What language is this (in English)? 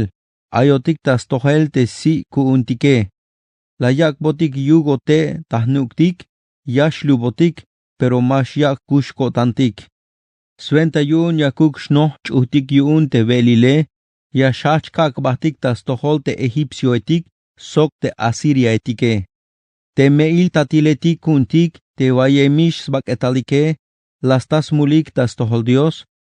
Tzeltal